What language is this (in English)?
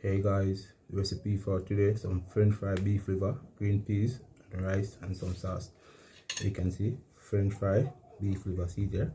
Jamaican Creole English